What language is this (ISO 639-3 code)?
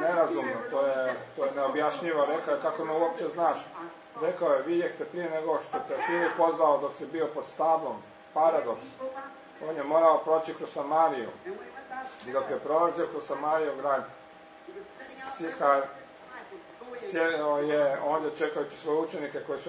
hrv